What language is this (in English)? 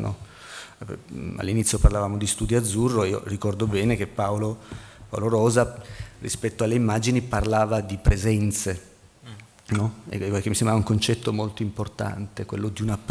Italian